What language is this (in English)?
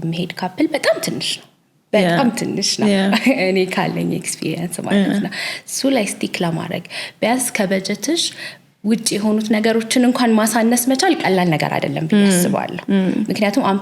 Amharic